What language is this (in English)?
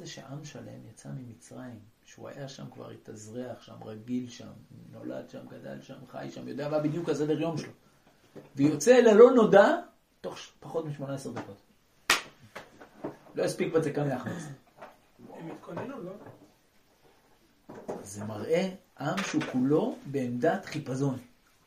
Hebrew